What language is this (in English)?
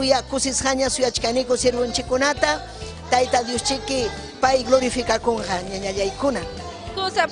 Ayacucho Quechua